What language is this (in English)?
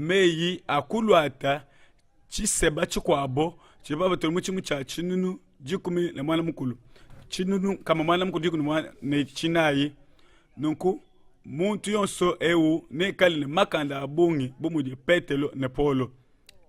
Luba-Lulua